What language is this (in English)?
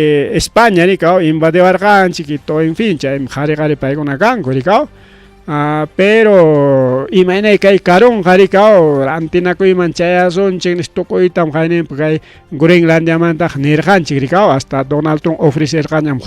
Ayacucho Quechua